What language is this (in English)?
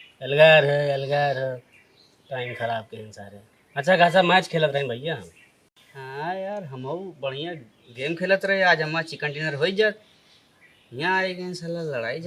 Awadhi